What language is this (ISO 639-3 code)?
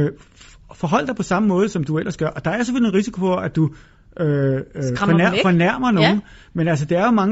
dan